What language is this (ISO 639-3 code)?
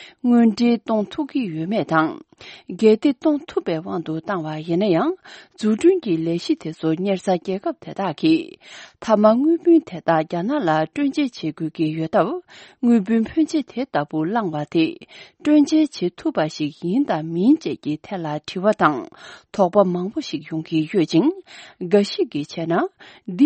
bod